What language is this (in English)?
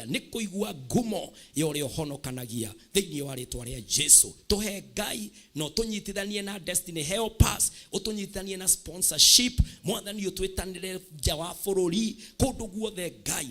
Kikuyu